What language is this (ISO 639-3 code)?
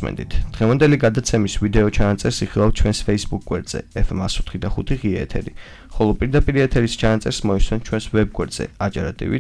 kat